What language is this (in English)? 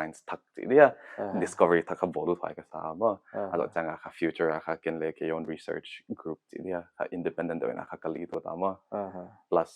Paite Chin